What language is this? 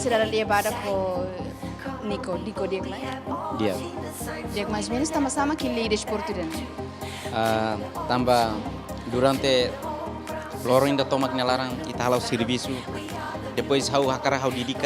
Tetum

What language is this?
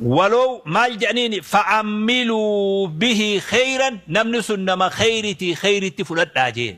Oromo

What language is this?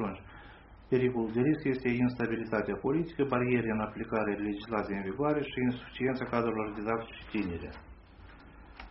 Romanian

